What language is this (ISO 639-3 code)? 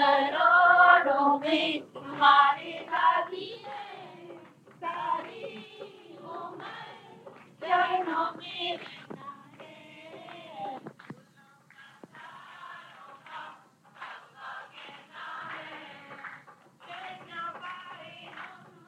hin